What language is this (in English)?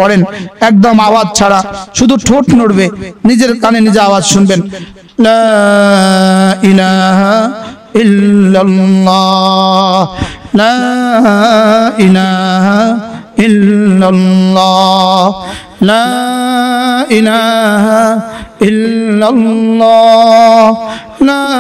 Bangla